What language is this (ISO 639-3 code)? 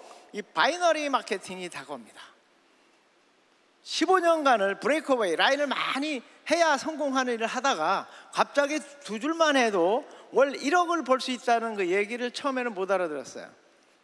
kor